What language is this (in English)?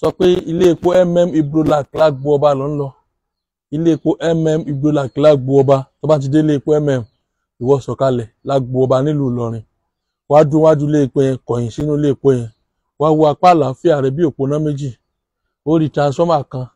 Yoruba